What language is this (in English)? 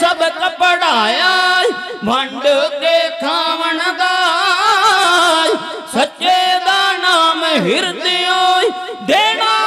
Punjabi